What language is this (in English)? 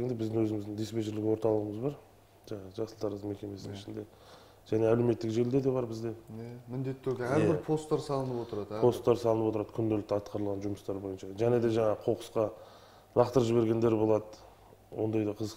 Kazakh